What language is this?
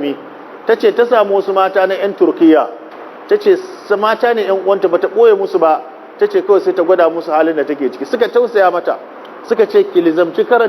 Hausa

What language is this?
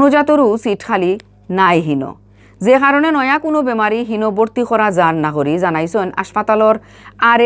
Sylheti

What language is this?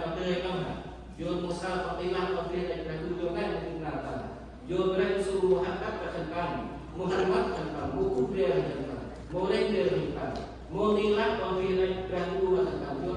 Central Mnong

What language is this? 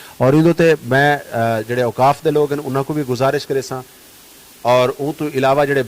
Saraiki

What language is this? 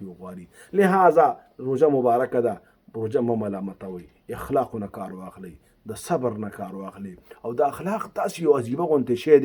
Pashto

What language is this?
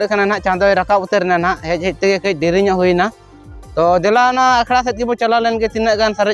Santali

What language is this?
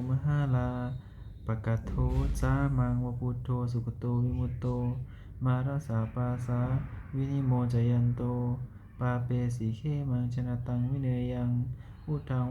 Pali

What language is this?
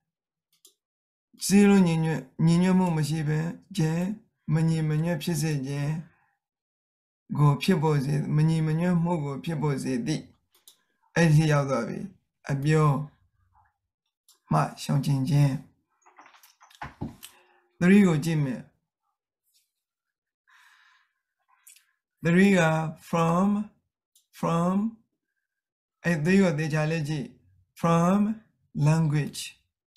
Burmese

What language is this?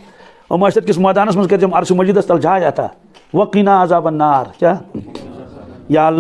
Kashmiri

